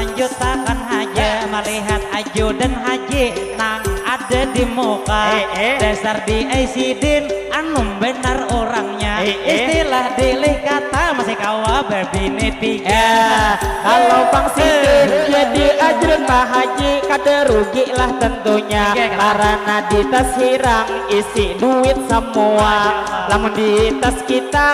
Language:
Banjar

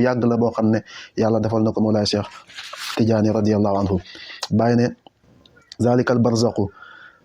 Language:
Wolof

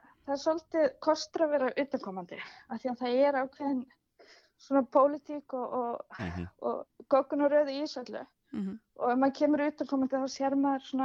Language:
Icelandic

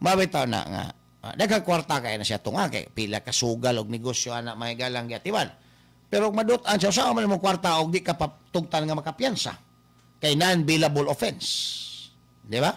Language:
Cebuano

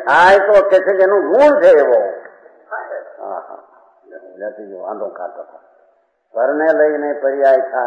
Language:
Gujarati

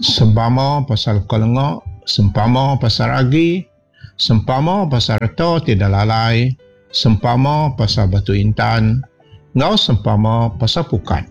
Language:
Iban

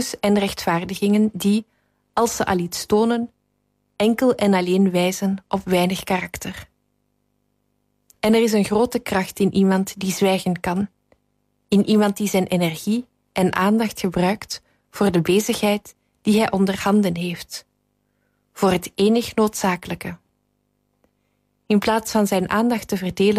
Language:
Dutch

